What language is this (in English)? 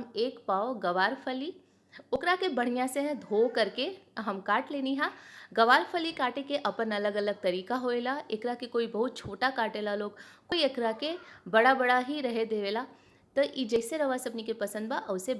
Bhojpuri